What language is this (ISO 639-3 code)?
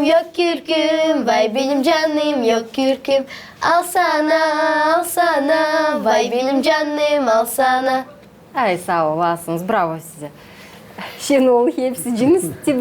gag